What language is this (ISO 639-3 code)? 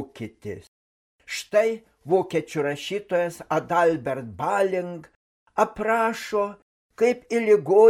lit